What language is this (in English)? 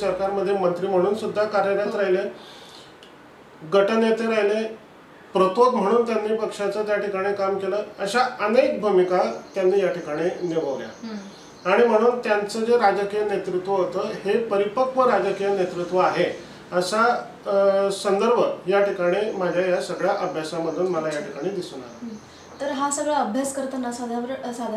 Marathi